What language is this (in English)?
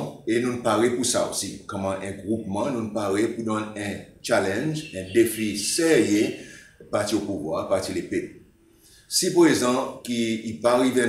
Seselwa Creole French